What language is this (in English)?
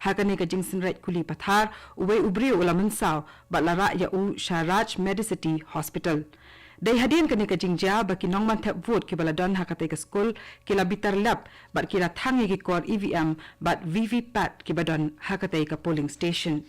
Khasi